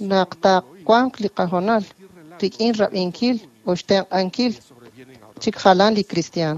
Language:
Kekchí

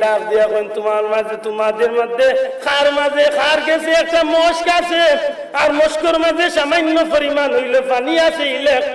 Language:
Sylheti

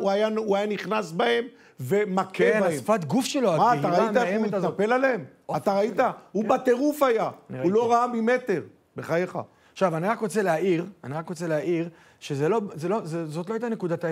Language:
Hebrew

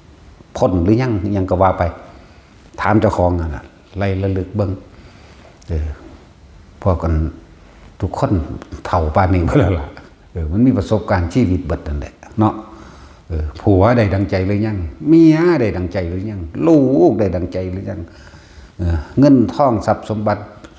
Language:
Northeastern Thai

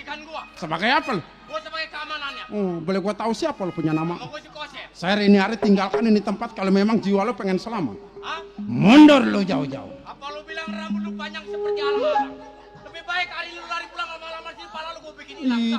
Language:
Betawi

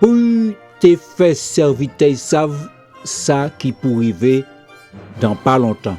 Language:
Guadeloupean Creole French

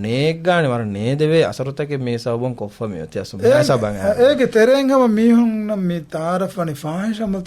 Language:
Divehi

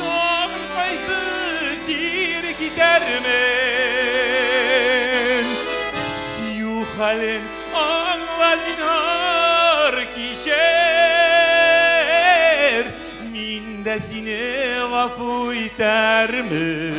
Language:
Bashkir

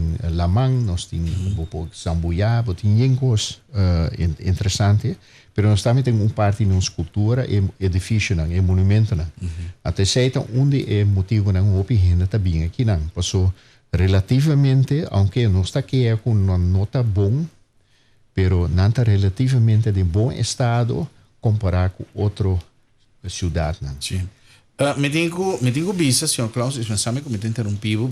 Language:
Papiamento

